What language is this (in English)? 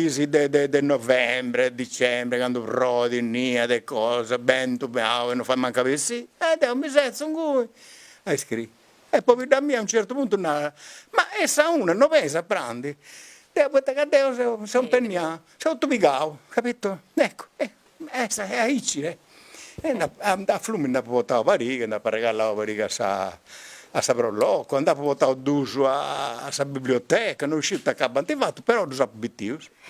Sardinian